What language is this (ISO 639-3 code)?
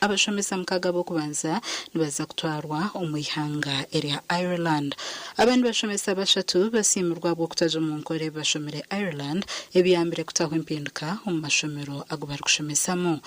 nyn